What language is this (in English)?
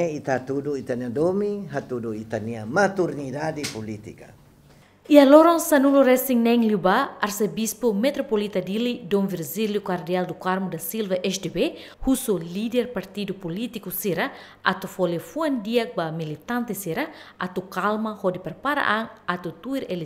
Tetum